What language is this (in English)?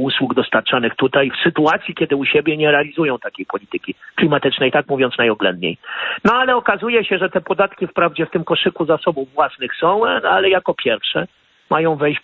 Polish